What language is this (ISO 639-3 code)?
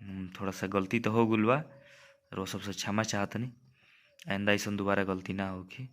bho